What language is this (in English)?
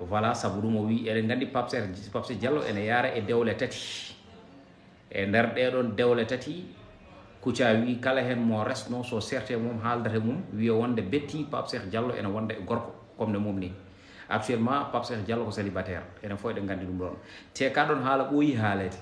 Fula